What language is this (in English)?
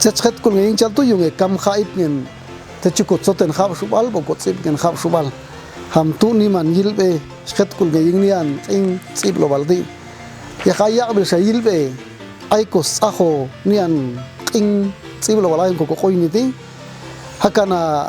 Popti'